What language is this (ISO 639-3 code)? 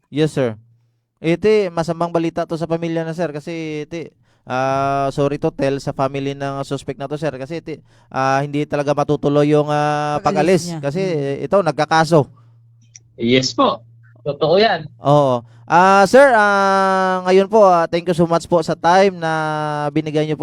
hil